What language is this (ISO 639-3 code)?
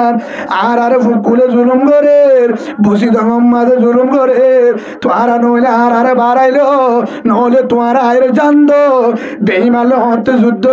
rhg